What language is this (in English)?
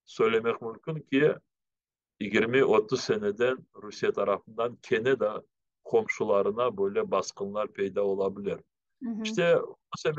Crimean Tatar